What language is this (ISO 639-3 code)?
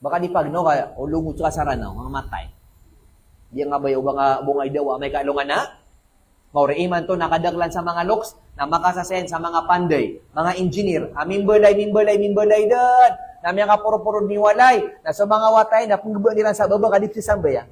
mrw